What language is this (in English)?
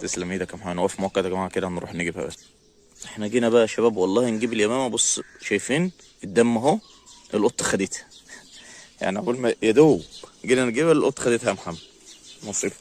Egyptian Arabic